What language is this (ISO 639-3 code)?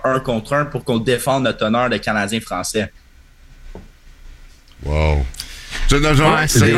fra